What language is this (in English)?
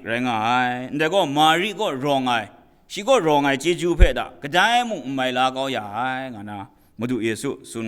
Kachin